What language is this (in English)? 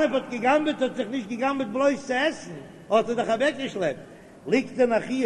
Yiddish